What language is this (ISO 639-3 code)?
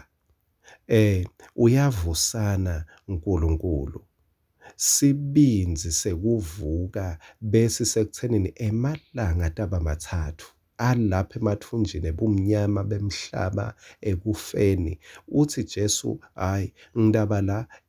ssw